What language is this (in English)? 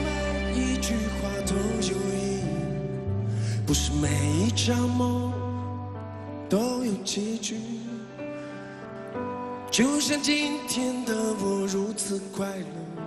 Chinese